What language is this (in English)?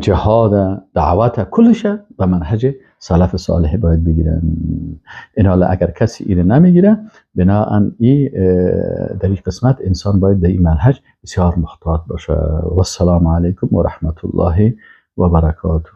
Persian